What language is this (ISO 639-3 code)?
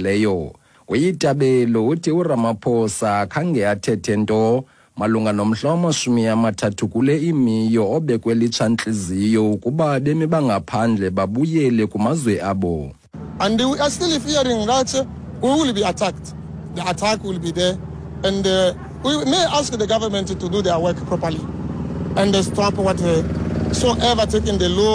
xho